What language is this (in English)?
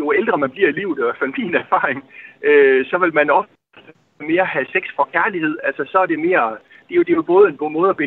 Danish